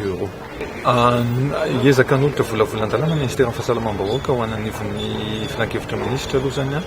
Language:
Malagasy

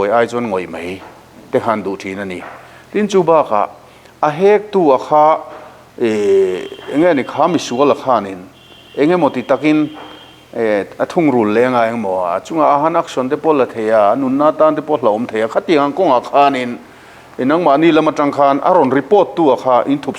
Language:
Mizo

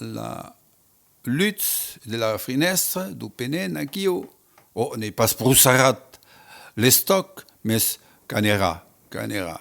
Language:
Occitan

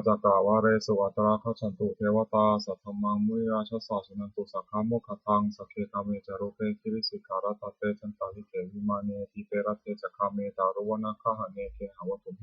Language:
Pali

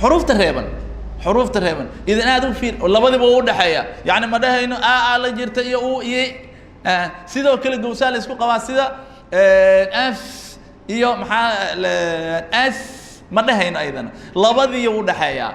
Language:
Somali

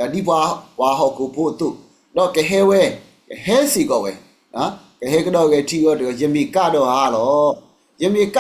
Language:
S'gaw Karen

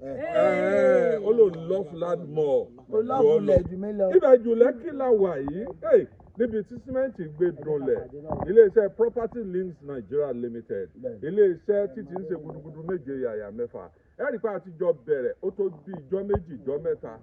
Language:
Yoruba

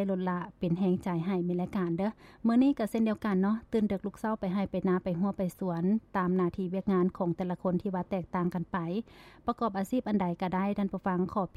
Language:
Lao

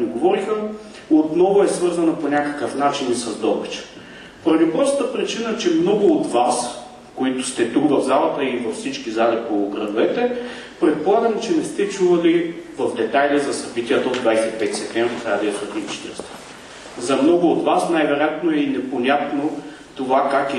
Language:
Bulgarian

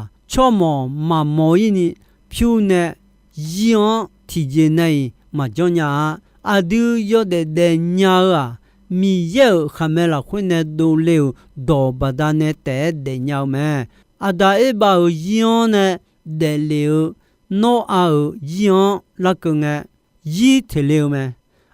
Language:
Akha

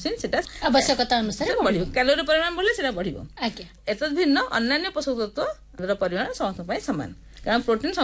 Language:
Odia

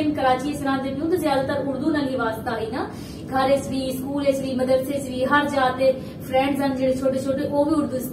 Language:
Saraiki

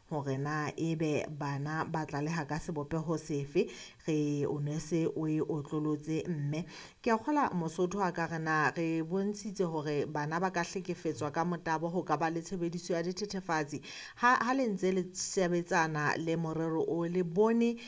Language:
Southern Sotho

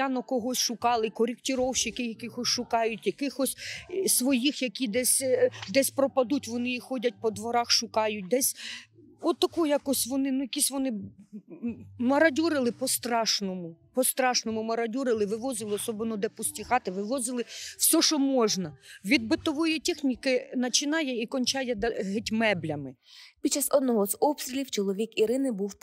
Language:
Ukrainian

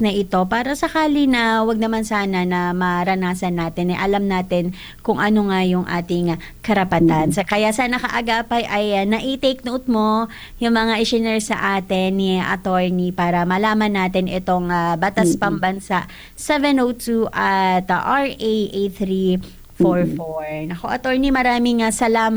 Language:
Filipino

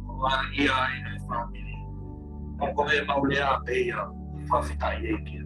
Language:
Tongan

